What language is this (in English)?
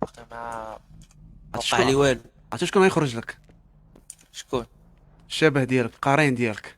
Moroccan Arabic